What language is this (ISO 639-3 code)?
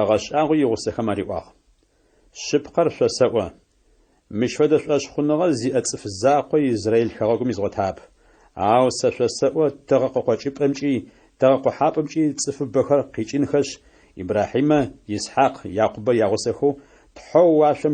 ady